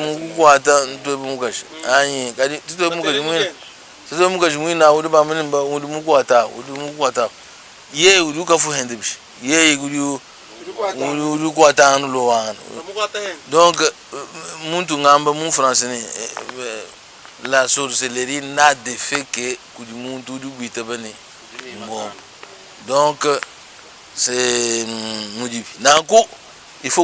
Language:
Luba-Lulua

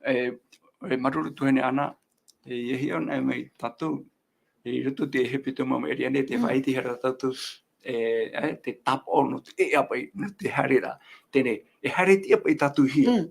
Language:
Tahitian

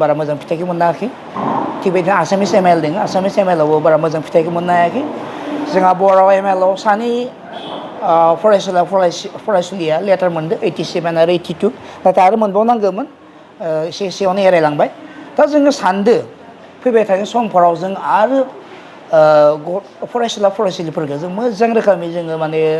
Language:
Bodo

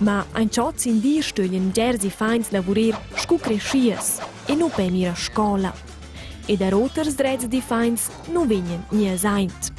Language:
Romansh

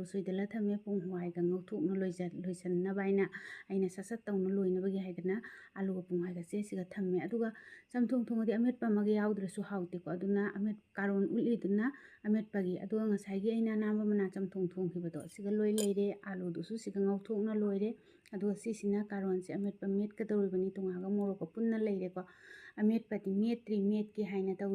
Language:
Manipuri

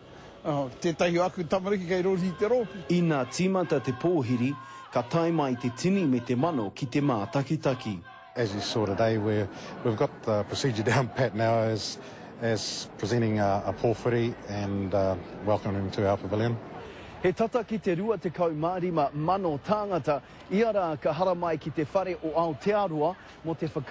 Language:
Māori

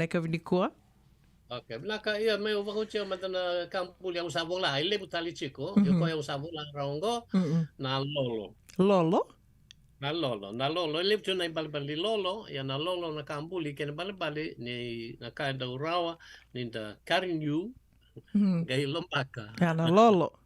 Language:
Fijian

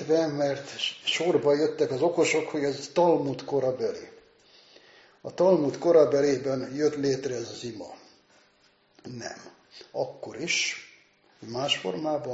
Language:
Hungarian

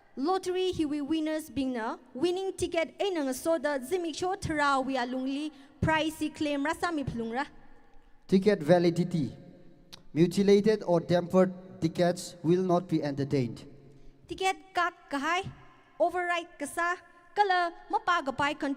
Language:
Tangkhul Naga (India)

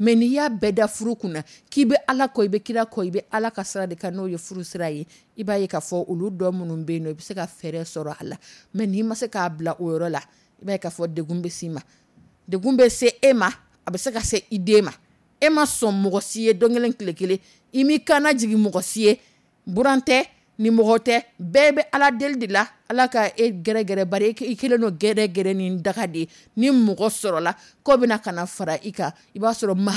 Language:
Dyula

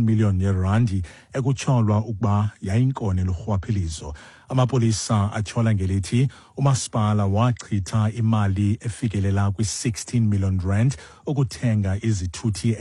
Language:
Xhosa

